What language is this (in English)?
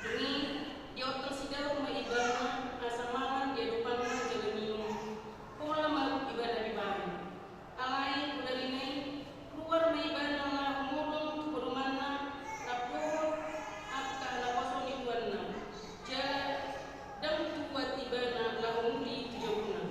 Batak Toba